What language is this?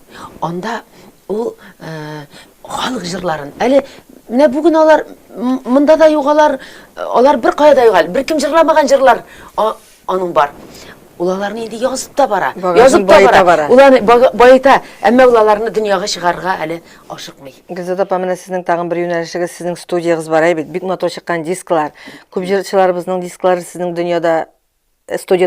Tatar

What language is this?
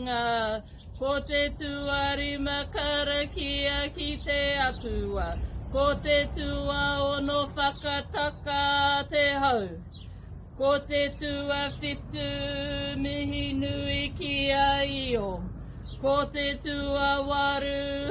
Māori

